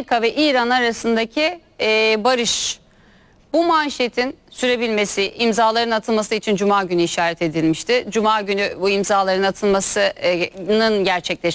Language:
Turkish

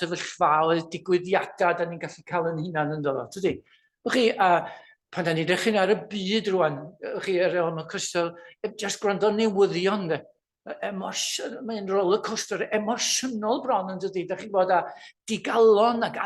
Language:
Welsh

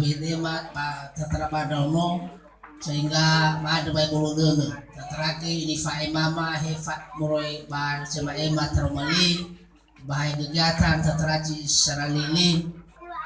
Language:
Nias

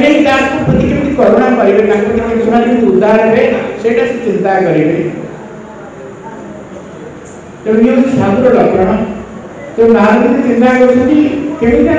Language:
Odia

